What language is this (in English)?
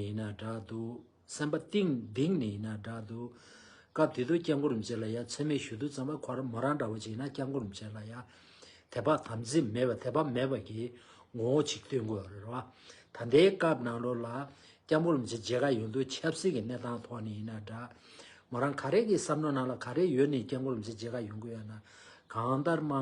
Tibetan